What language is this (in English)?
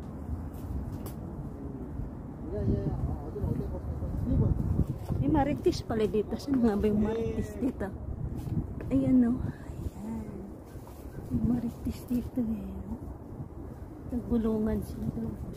Filipino